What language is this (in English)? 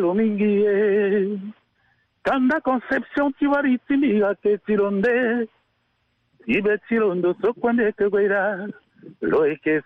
Sango